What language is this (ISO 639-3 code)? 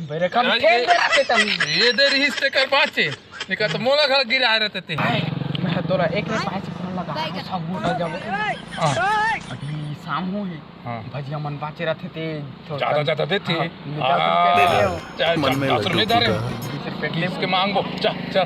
hne